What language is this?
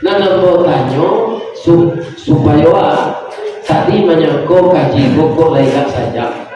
Minangkabau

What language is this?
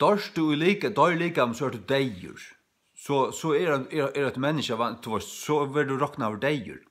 Faroese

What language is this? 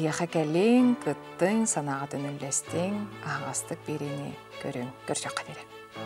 Yakut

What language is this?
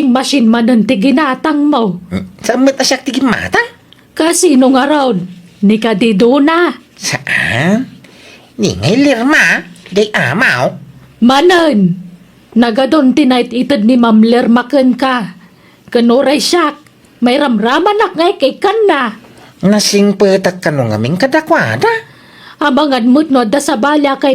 Iloko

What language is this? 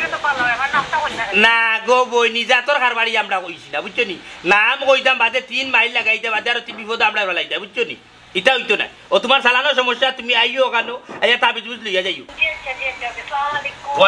Sylheti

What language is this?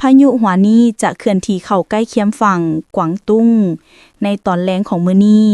Lao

